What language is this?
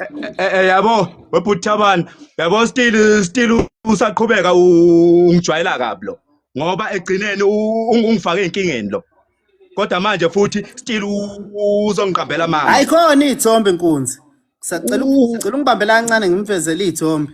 Zulu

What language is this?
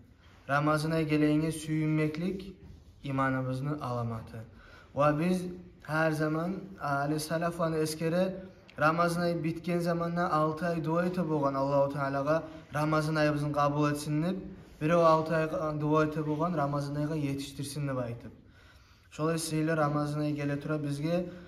Kumyk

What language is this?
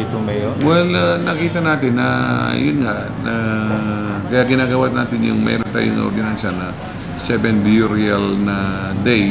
Pangasinan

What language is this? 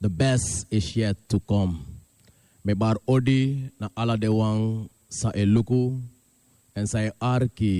Sranan Tongo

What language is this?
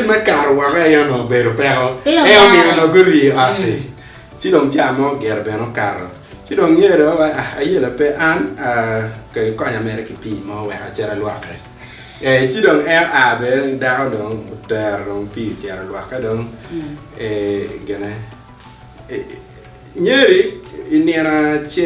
Acoli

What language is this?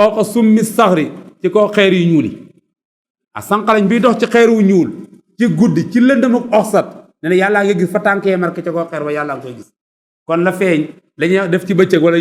Wolof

